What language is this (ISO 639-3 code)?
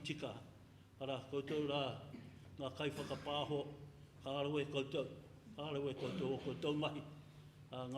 mri